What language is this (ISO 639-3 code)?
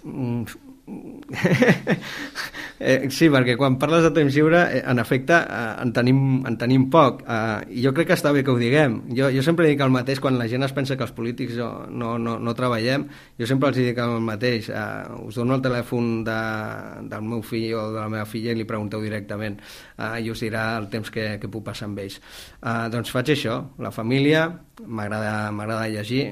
cat